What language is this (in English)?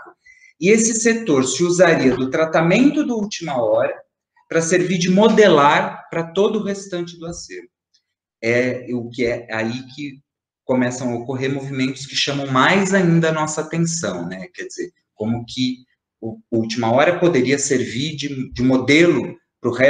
Portuguese